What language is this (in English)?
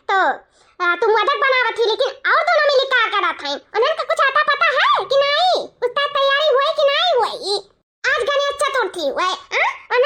Awadhi